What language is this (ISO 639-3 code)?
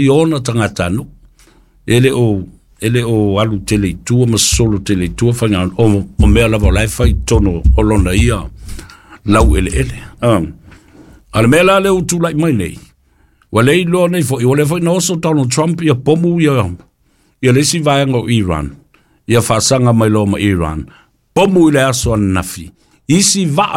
smo